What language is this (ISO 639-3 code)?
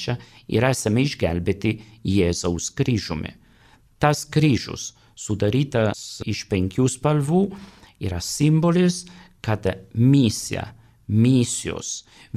lit